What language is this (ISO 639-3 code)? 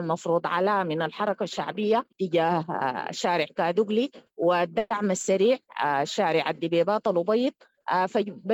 apd